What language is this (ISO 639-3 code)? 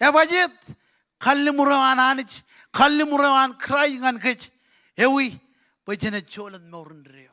mah